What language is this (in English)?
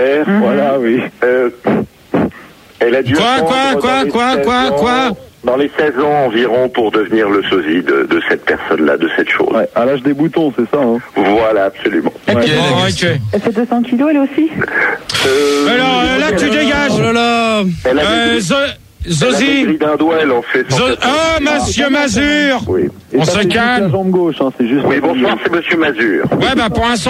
French